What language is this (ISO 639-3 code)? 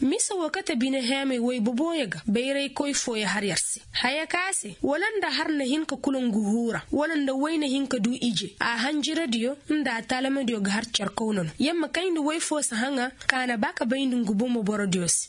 ses